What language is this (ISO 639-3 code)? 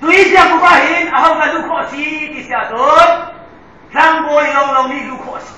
cnh